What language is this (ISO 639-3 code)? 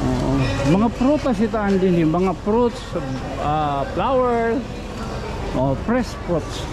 war